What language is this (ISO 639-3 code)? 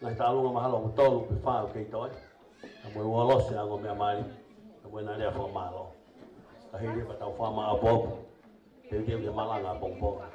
ton